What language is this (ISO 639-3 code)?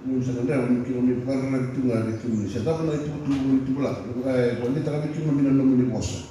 fij